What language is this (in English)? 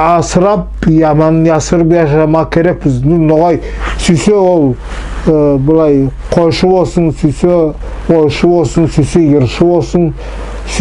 Nogai